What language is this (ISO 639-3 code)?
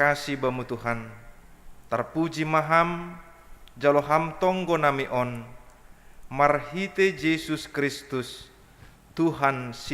bts